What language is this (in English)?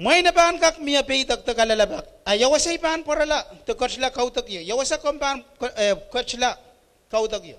Pohnpeian